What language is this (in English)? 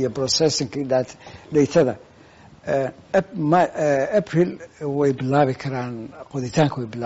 Somali